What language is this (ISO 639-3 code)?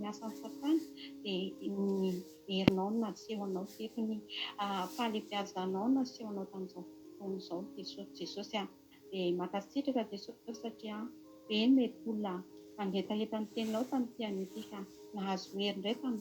mlg